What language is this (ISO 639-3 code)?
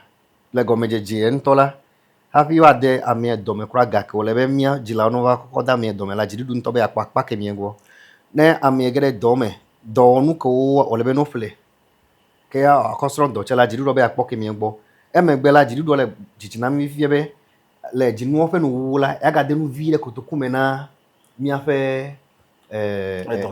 ewe